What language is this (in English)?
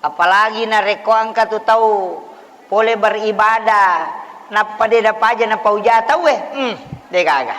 Buginese